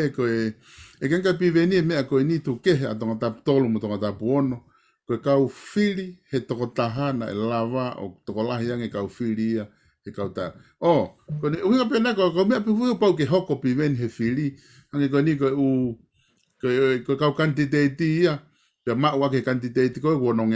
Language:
Tongan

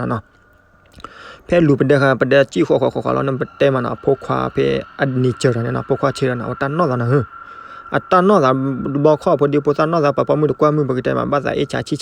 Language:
S'gaw Karen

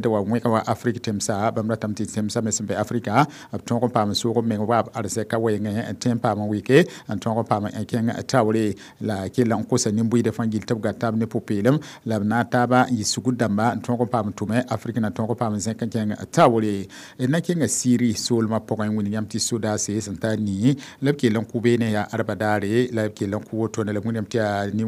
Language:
Mossi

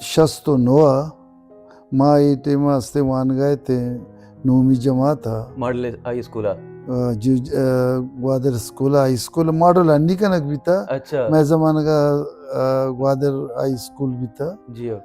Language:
Baluchi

